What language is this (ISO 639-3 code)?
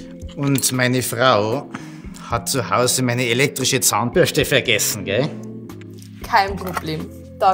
bar